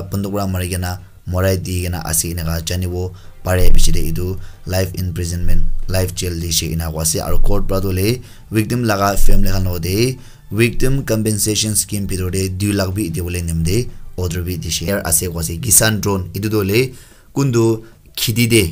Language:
Naga Pidgin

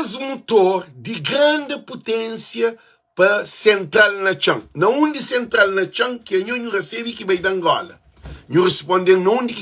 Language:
Kabuverdianu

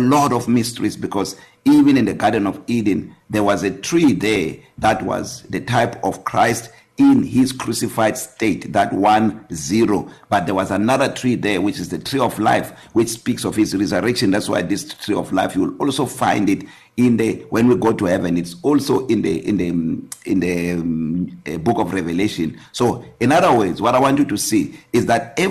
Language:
English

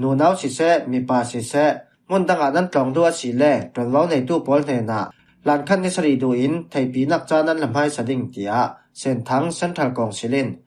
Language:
Falam Chin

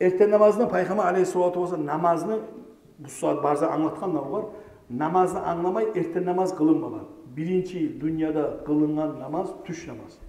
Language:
Kumyk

